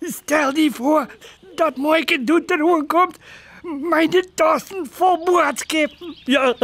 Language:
Western Frisian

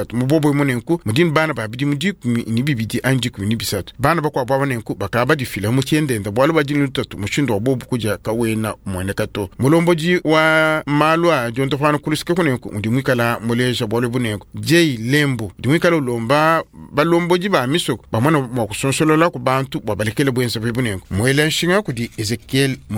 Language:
Luba-Lulua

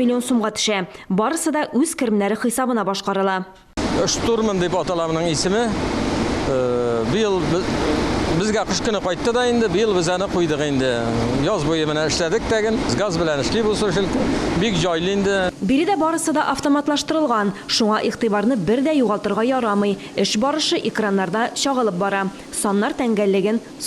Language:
Tatar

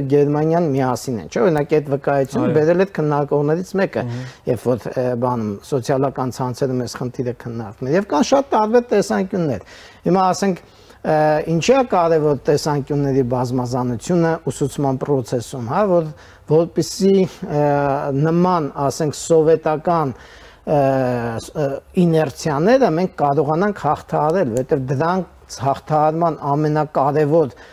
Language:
Armenian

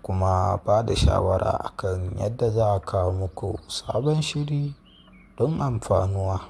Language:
Hausa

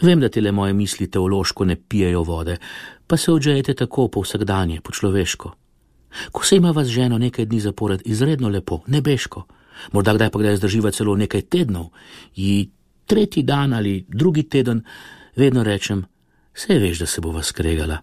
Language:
Slovenian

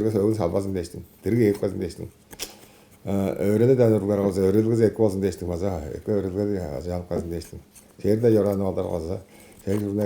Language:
Tuvinian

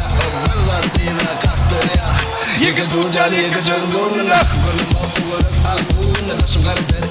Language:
Turkmen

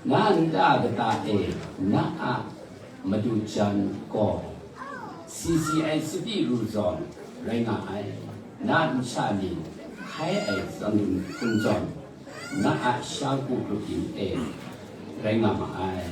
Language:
Kachin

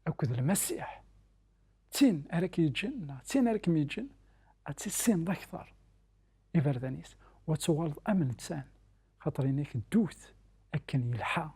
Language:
Kabyle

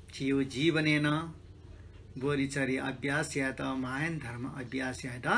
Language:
Newari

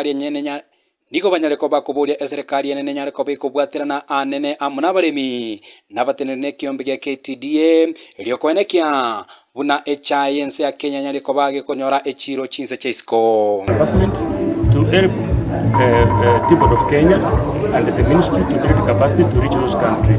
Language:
Gusii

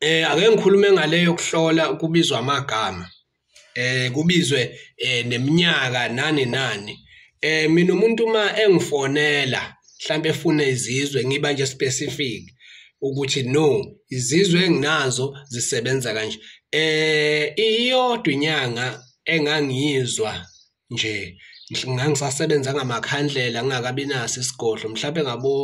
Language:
Zulu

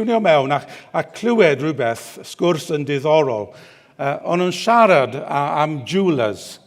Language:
Welsh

